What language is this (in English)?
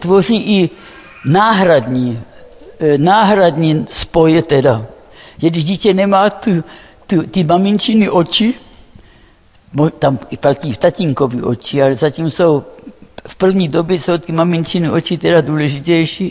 Czech